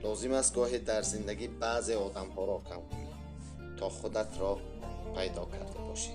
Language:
Tajik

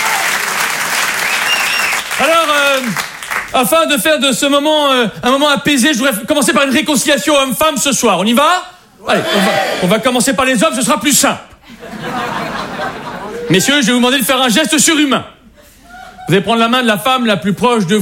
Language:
French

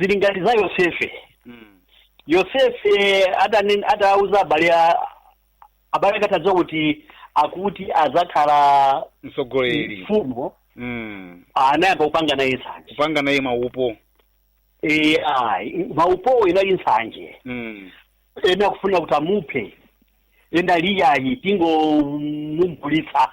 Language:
Nyanja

